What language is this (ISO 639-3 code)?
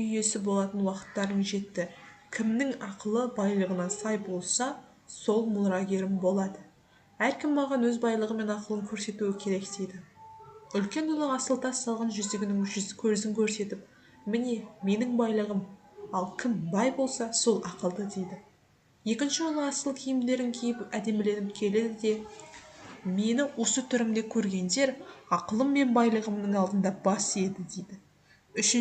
kaz